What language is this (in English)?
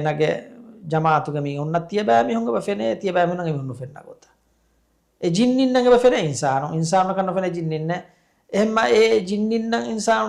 Divehi